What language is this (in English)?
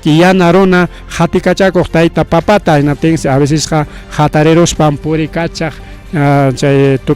Ayacucho Quechua